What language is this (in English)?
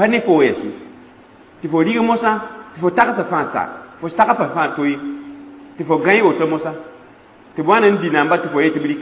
Mossi